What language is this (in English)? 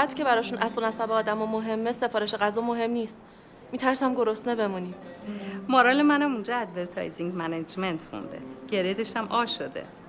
Persian